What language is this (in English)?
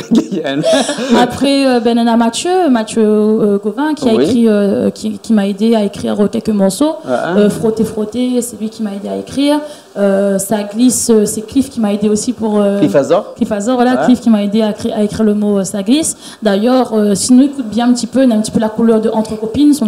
Réunion Creole French